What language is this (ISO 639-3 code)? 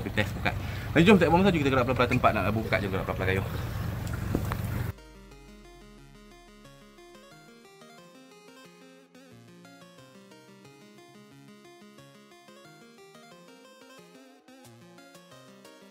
msa